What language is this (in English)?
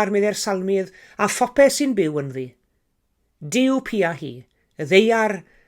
Welsh